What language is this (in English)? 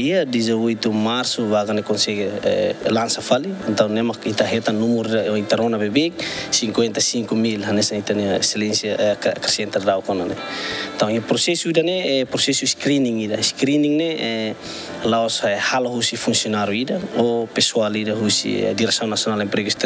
Tetum